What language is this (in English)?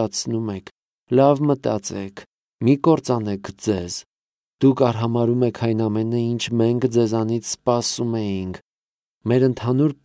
Armenian